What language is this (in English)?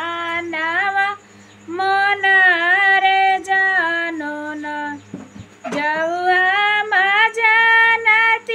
Bhojpuri